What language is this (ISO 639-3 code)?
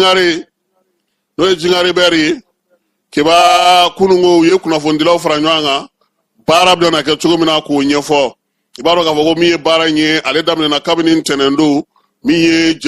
bam